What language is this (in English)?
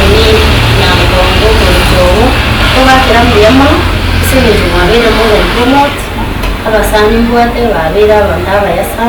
Gusii